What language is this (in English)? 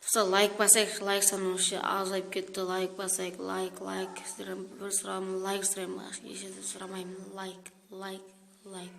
Kazakh